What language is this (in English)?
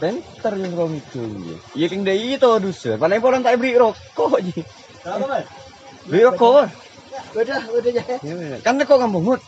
Madurese